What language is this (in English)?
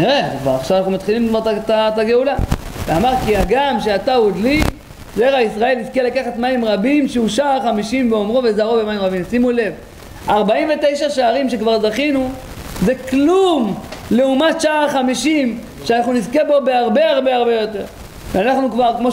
Hebrew